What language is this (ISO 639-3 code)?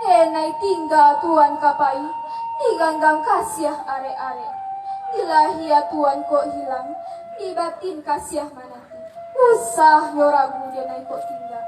min